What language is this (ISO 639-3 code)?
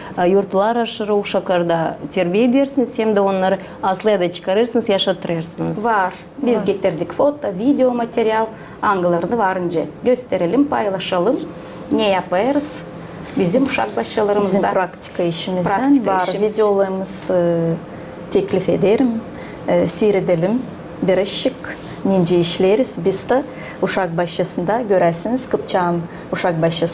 gag